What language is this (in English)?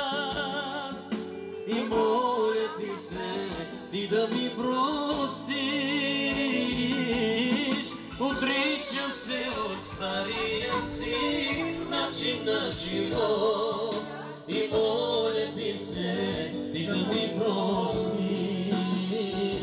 Bulgarian